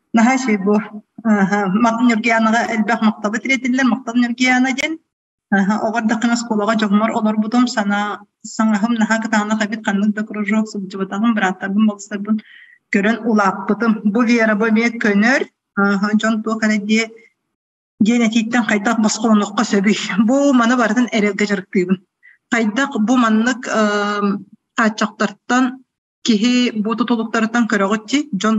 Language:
Yakut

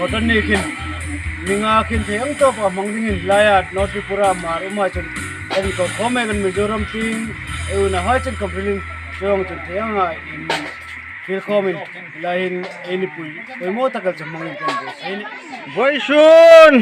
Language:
Hmar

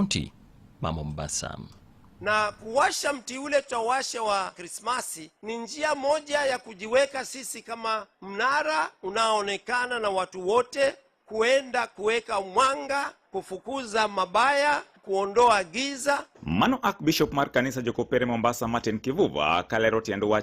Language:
Luo (Kenya and Tanzania)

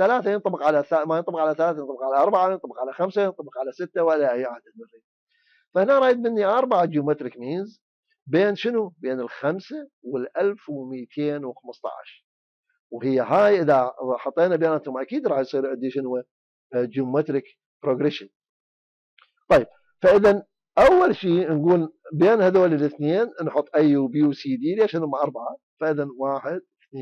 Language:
Mesopotamian Arabic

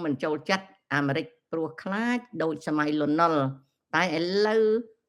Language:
Khmer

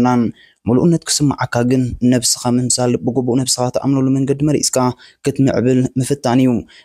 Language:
Tigrinya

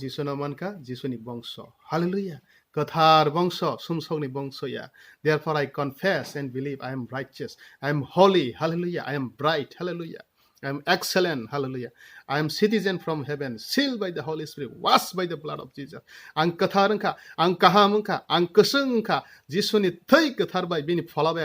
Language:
Kok Borok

